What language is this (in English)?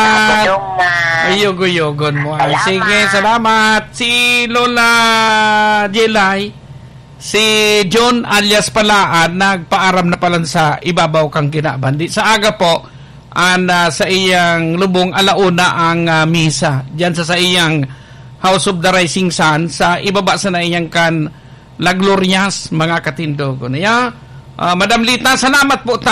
Bikol